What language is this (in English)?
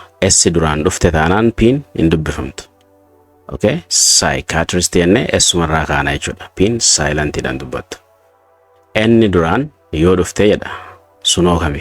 Oromo